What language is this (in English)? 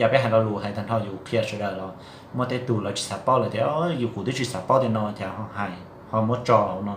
Hmong